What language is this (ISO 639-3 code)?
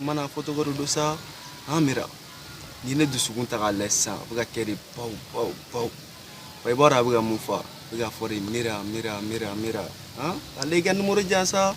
bam